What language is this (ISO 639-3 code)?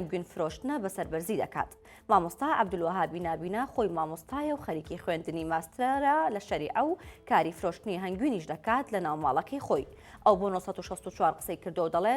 ckb